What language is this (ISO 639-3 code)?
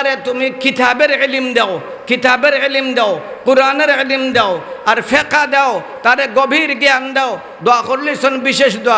syl